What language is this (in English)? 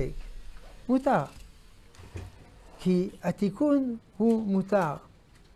Hebrew